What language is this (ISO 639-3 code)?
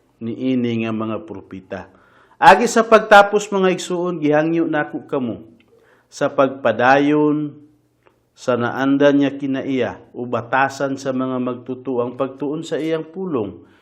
ceb